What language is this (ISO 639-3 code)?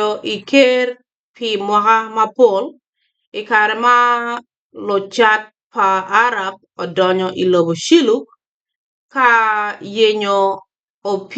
ach